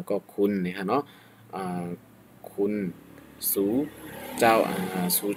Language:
Shan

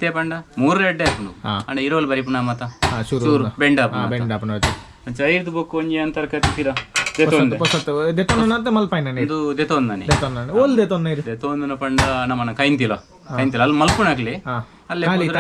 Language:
Tulu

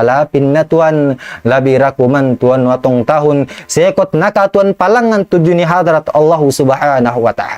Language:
Tausug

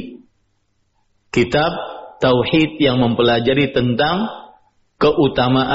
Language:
Indonesian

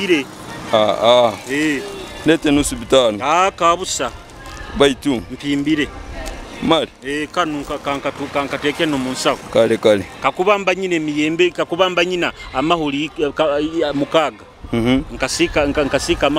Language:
Nyoro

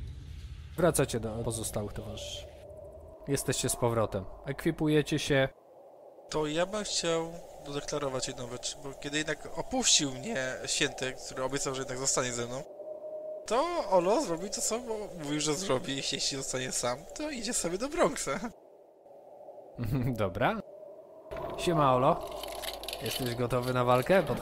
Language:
Polish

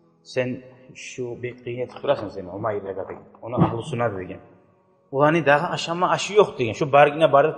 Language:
Kumyk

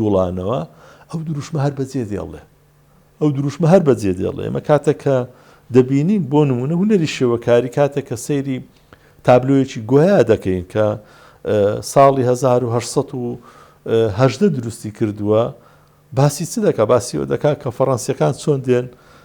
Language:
Central Kurdish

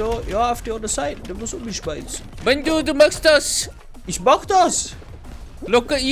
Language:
Bavarian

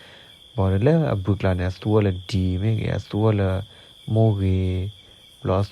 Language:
S'gaw Karen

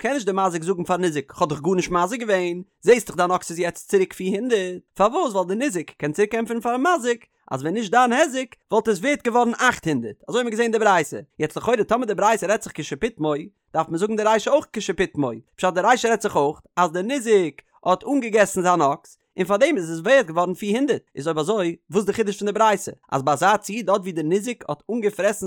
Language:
Yiddish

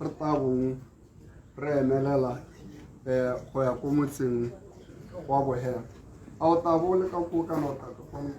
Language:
Tswana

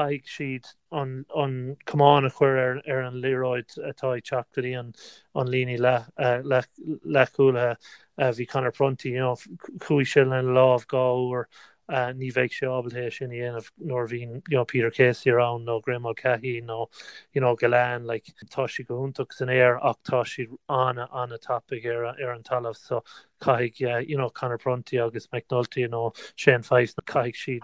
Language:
Irish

